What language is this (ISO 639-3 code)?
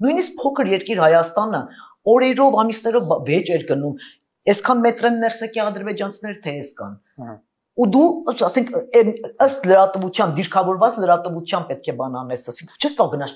hye